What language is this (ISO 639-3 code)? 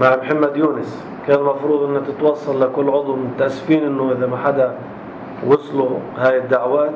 apc